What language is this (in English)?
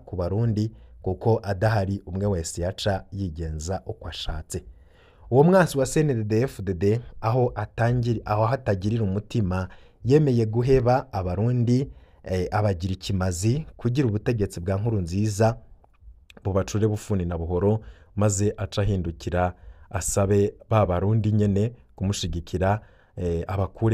Rundi